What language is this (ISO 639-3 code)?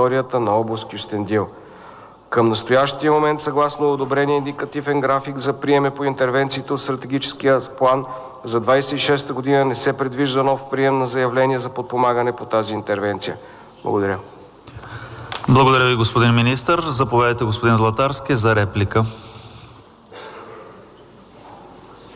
bul